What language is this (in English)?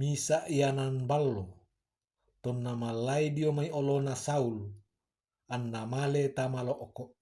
Toraja-Sa'dan